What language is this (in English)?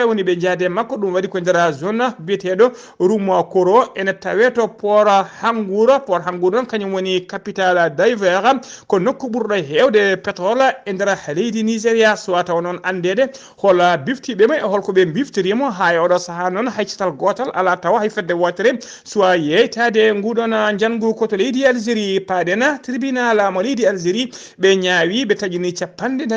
Fula